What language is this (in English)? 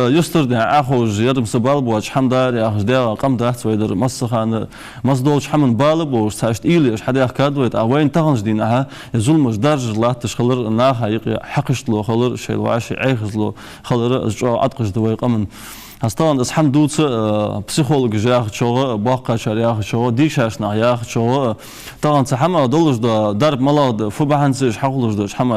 Ingush